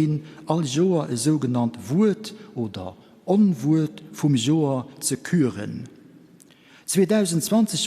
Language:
Luxembourgish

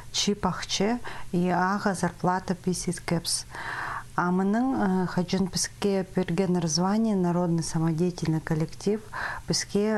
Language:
Khakas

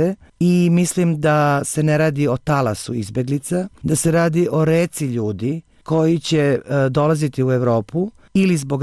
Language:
Serbian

